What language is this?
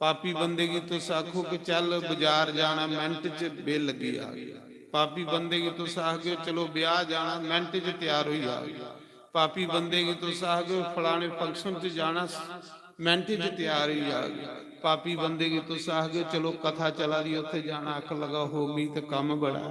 Dogri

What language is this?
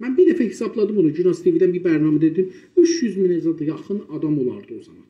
South Azerbaijani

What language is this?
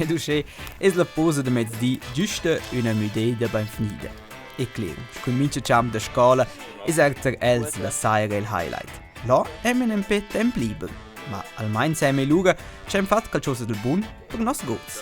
Romansh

